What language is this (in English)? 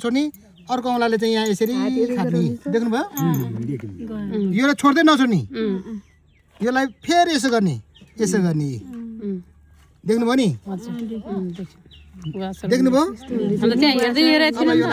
Nepali